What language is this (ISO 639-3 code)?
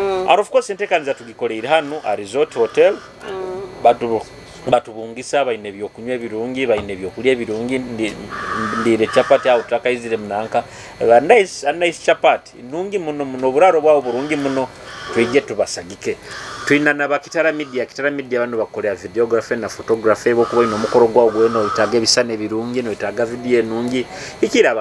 nyo